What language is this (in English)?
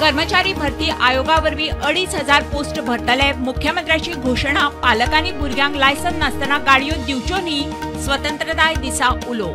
Konkani